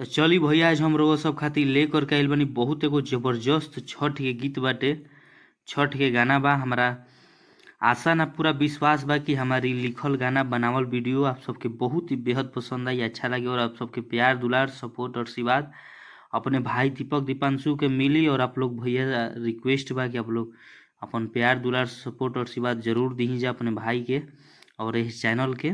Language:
Bhojpuri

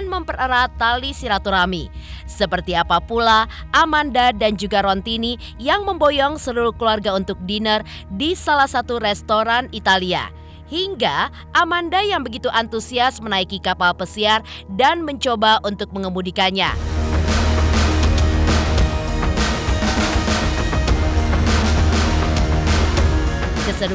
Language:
Indonesian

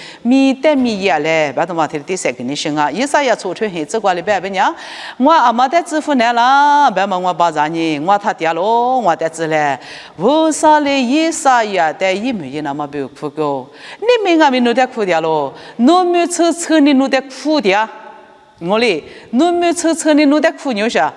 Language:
Lisu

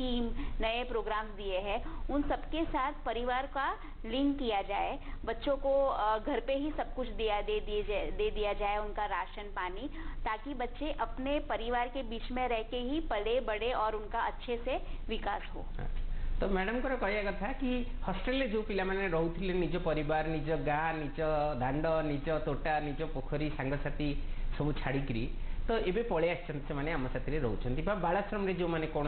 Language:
Odia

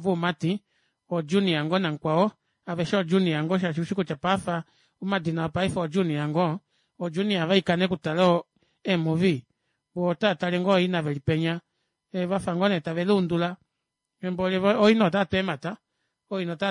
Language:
Kuanyama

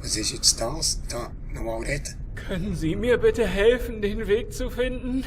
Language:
Swiss German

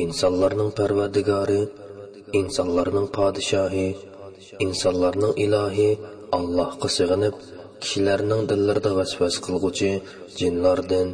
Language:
Uyghur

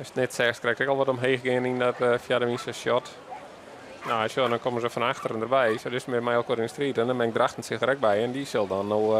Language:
Western Frisian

